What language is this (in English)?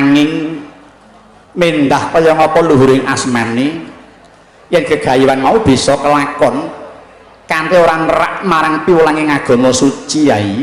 Javanese